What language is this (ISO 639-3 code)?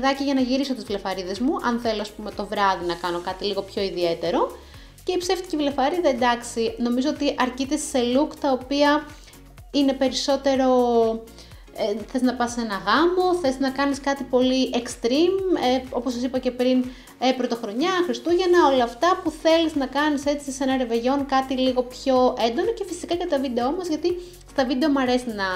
ell